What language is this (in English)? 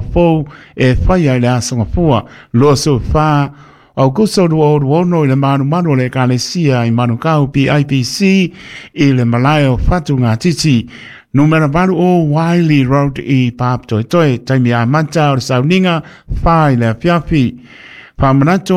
Samoan